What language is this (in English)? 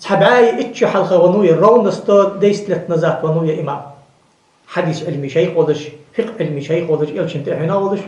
Ingush